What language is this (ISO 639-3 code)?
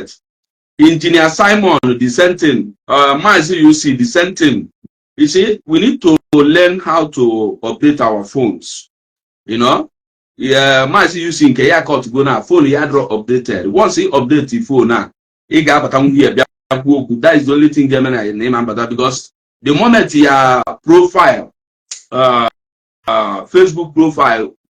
ibo